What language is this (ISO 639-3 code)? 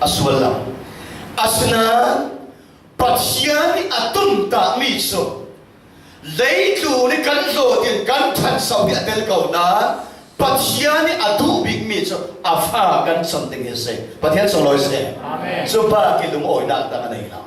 cfm